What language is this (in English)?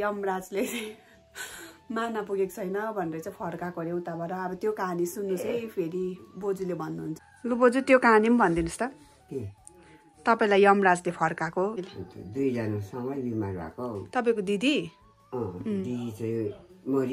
Nepali